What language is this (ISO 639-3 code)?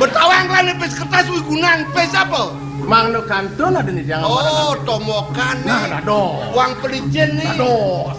ban